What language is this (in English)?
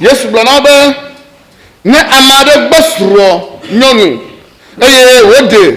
Ewe